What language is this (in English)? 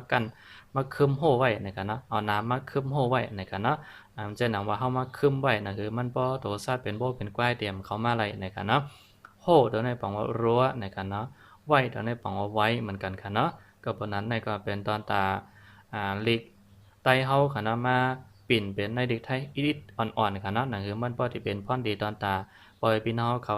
Shan